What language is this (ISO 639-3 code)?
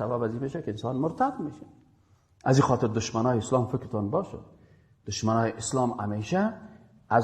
fas